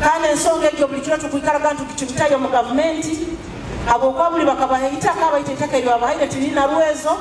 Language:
Nyoro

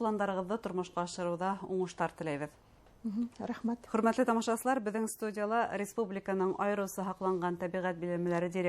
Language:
Bashkir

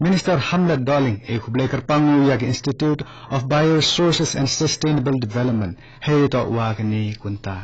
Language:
Khasi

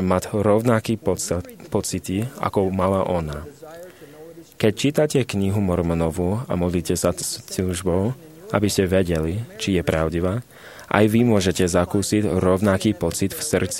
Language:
Slovak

